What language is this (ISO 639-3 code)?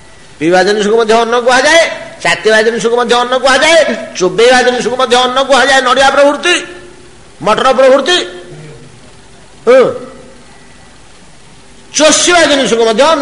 ori